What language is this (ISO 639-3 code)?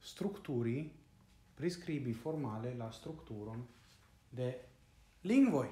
epo